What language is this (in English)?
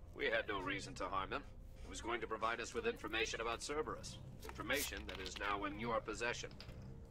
English